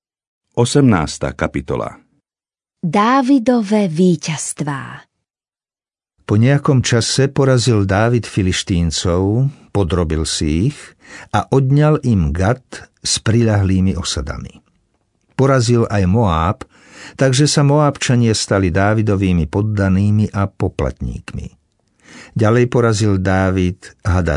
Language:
Slovak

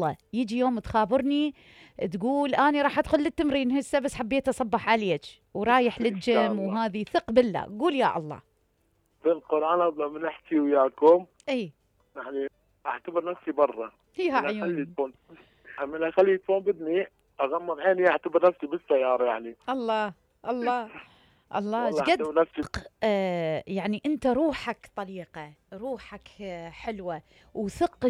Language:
Mesopotamian Arabic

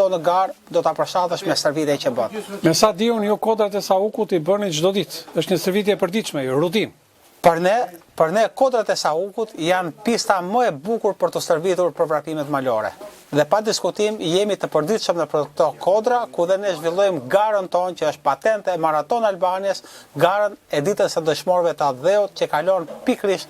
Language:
Albanian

